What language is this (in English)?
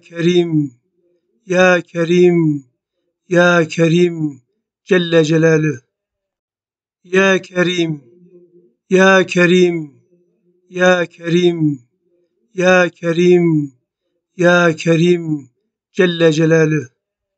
Turkish